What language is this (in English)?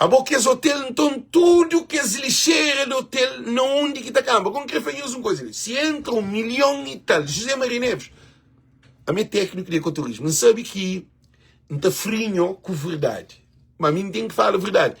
Kabuverdianu